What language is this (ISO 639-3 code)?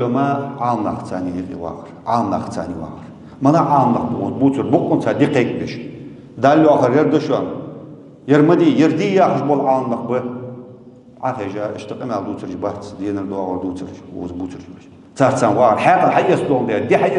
inh